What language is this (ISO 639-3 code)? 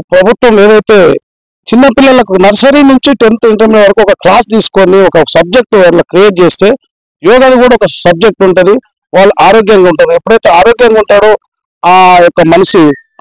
tel